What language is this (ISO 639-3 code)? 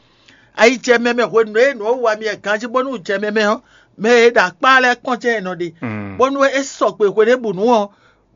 fon